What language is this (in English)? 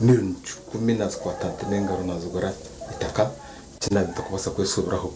Nyankole